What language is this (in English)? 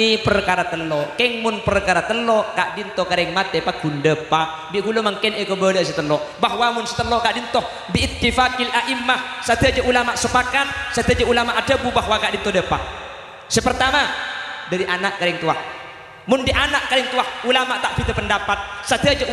Madurese